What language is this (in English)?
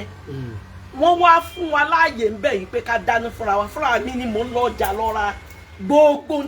Yoruba